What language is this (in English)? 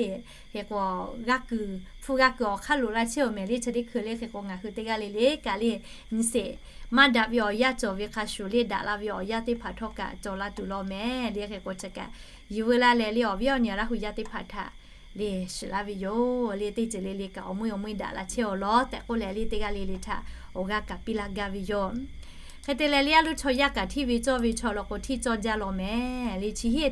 Lahu